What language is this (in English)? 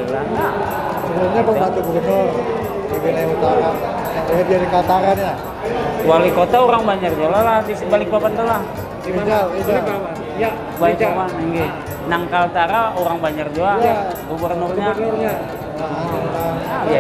Banjar